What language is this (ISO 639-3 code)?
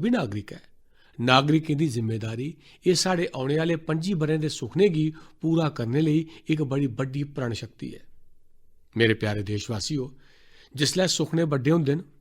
doi